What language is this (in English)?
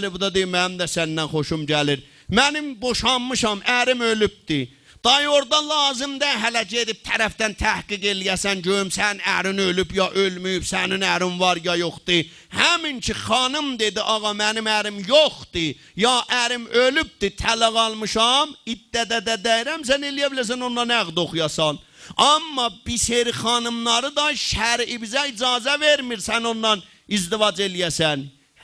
South Azerbaijani